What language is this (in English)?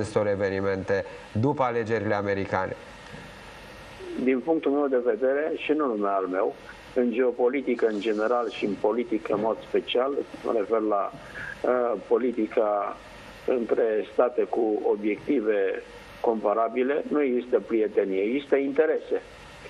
Romanian